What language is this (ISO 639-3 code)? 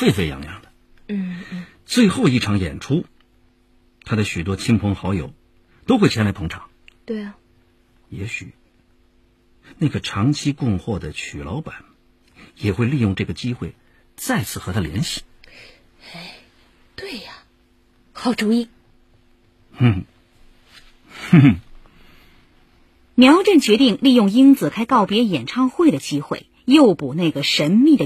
zho